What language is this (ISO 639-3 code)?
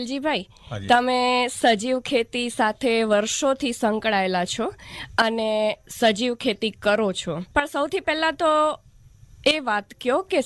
guj